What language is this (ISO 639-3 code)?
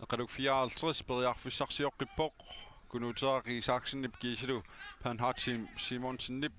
kal